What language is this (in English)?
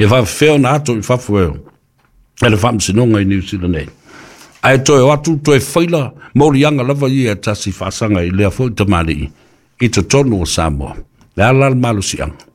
Samoan